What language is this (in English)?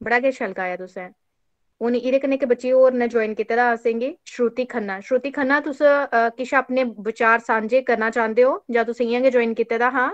Dogri